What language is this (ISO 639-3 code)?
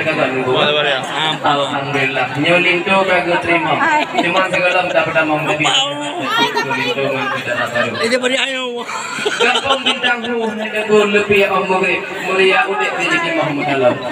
ace